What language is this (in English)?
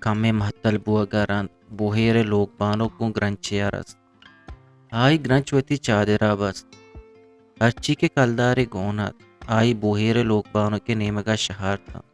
Eastern Balochi